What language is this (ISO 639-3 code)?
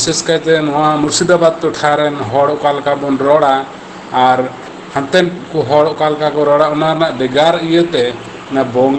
sat